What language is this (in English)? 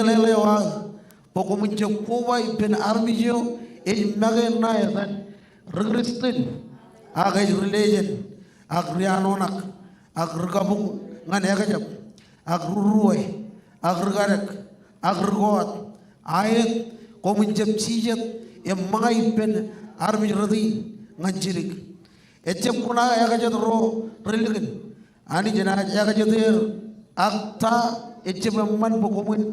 Marshallese